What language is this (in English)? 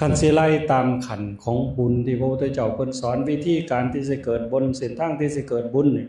Northeastern Thai